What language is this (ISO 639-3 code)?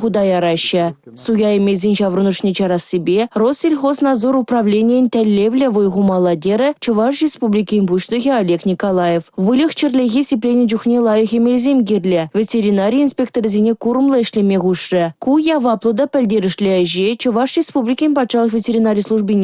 chv